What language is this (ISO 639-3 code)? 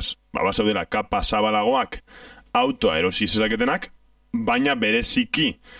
eus